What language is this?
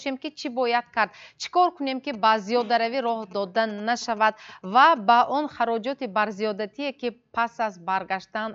Tajik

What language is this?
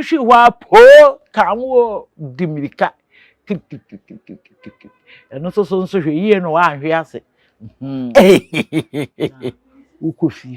Akan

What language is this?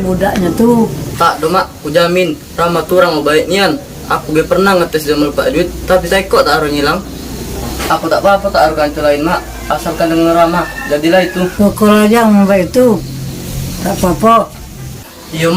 Musi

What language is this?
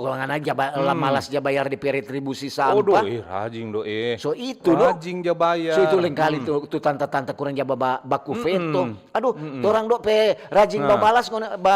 Manado Malay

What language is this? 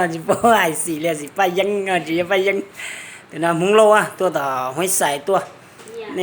Hmong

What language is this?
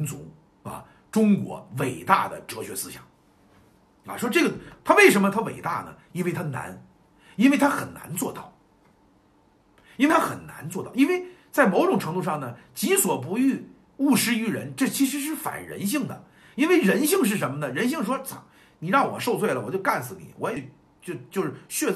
Chinese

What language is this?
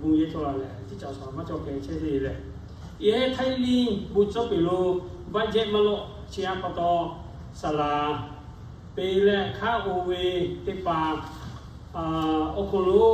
Lahu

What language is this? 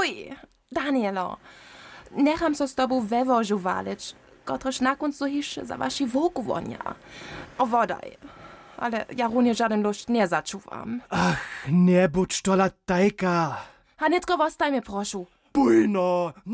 Upper Sorbian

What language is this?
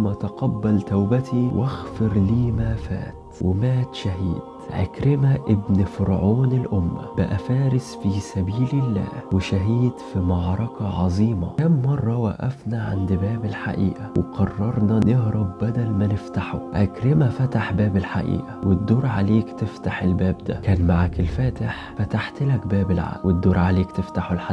Egyptian Arabic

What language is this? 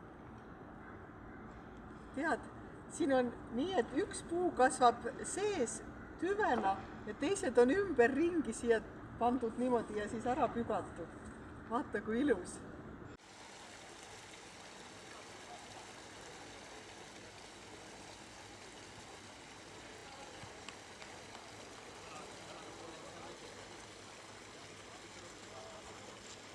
Estonian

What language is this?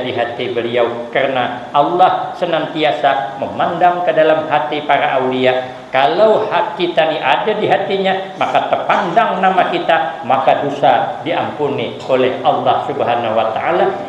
Banjar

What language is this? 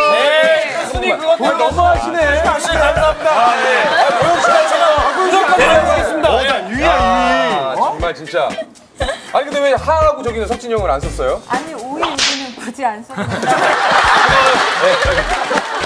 Korean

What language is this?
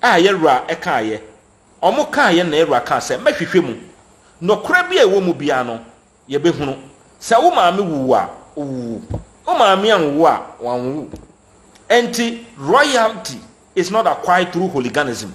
Akan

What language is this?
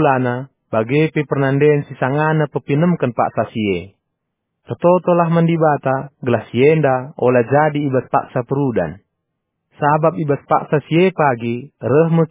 Batak Karo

